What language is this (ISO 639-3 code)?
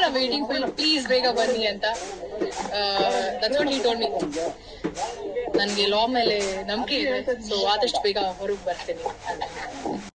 kan